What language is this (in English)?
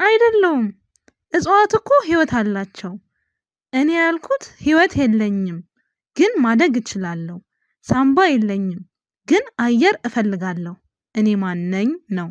Amharic